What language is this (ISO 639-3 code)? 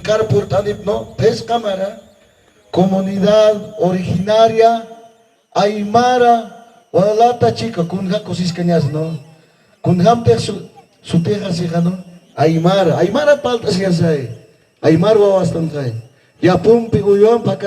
aym